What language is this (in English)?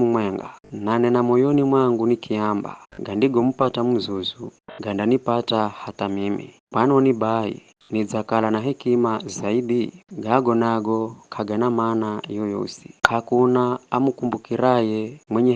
Giryama